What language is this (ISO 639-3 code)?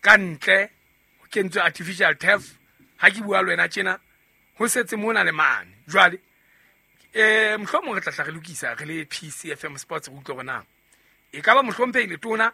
sot